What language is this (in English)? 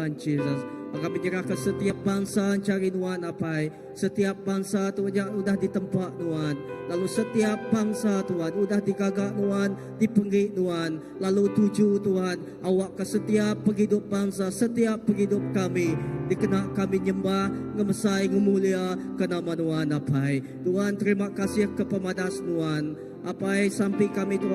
Iban